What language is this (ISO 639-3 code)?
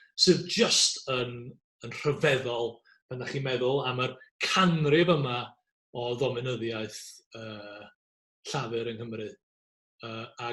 cym